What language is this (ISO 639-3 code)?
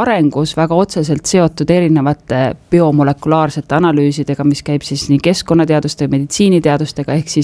est